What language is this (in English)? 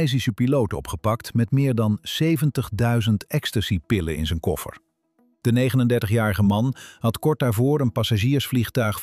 Dutch